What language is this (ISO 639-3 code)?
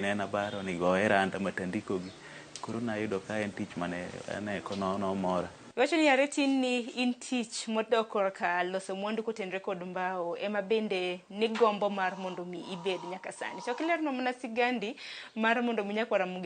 luo